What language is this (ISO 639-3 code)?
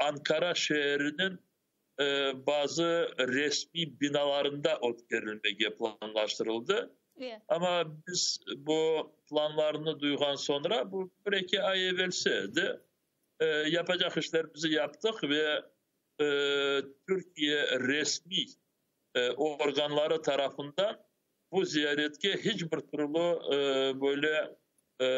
crh